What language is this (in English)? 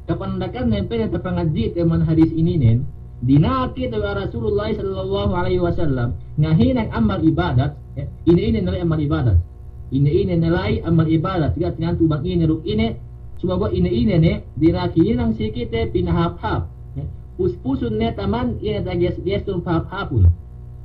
Yakan